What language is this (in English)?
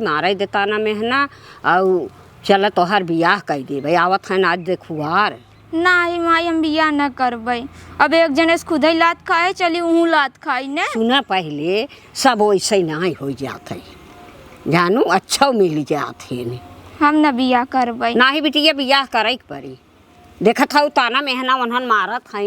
Awadhi